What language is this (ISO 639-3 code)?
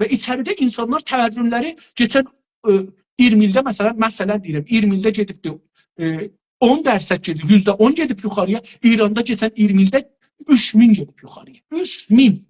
azb